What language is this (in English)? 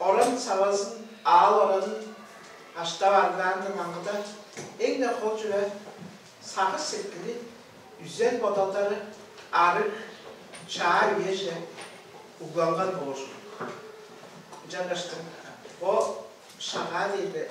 Tuvinian